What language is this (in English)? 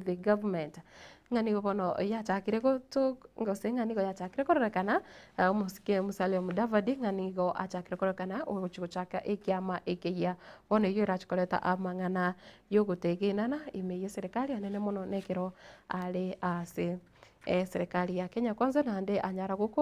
Gusii